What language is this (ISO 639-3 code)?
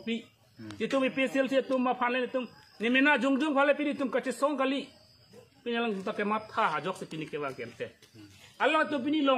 mjw